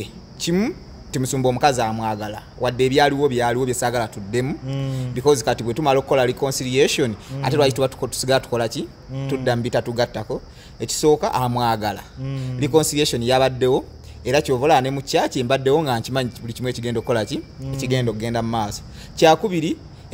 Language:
Ganda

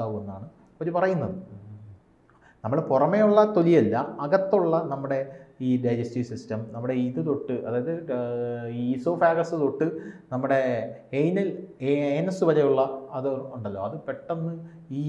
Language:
Malayalam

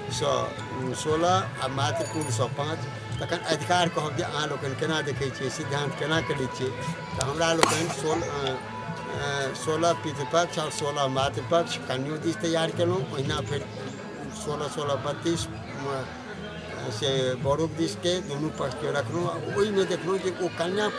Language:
Maithili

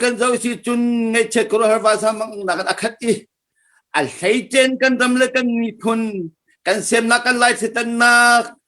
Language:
Hakha Chin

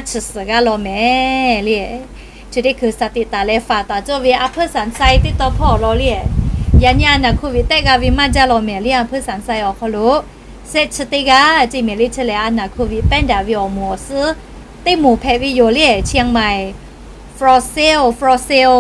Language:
Lahu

